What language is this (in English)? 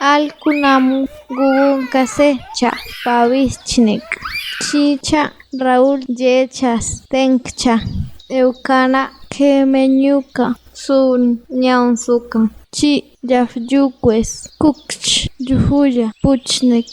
Páez